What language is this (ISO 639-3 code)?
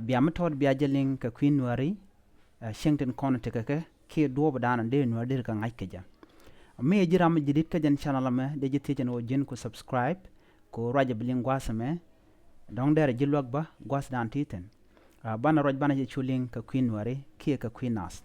nus